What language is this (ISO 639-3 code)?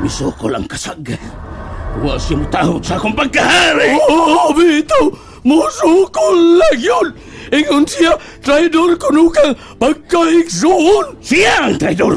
ceb